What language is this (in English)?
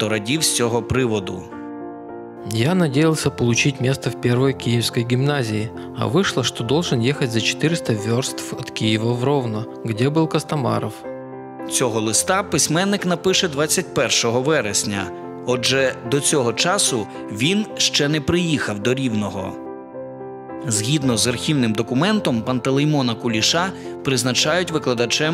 Ukrainian